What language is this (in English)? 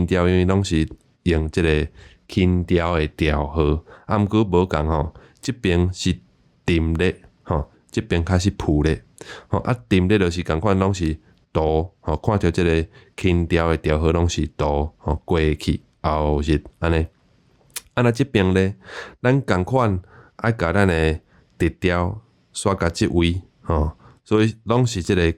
Min Nan Chinese